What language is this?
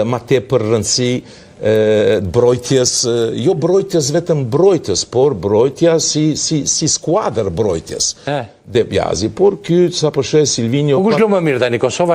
Albanian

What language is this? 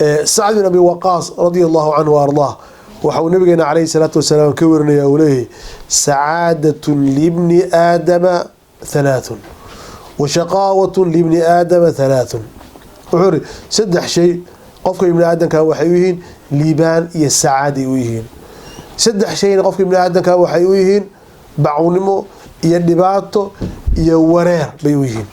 Somali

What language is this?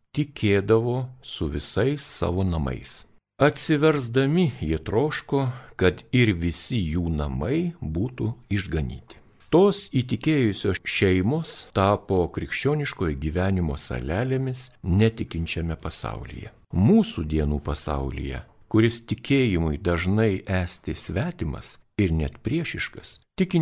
Lithuanian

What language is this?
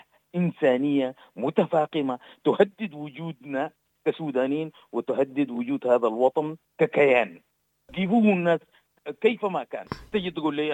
Sudanese Arabic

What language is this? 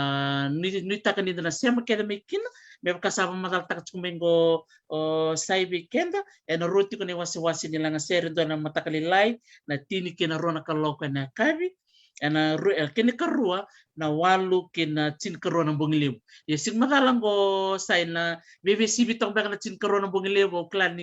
Fijian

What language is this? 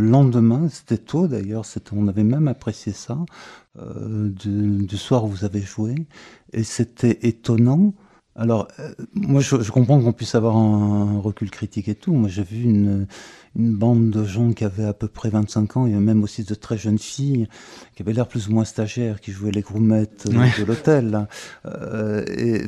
French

